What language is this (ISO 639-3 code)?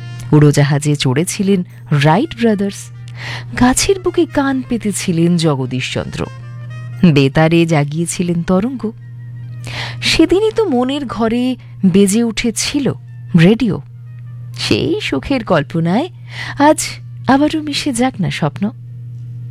ben